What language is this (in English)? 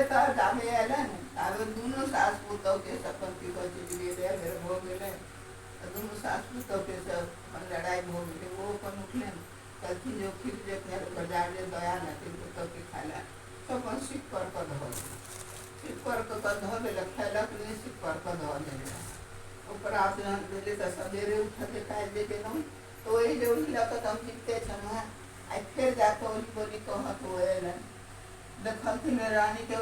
Maithili